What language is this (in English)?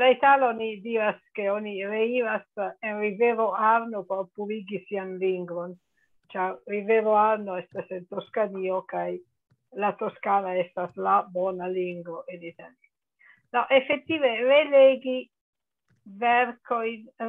Esperanto